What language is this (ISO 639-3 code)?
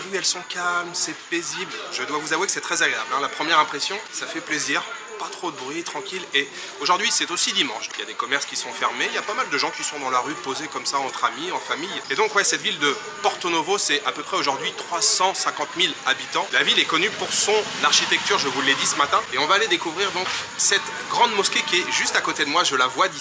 fra